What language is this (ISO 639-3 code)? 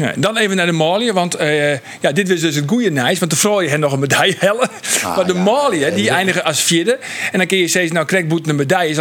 fry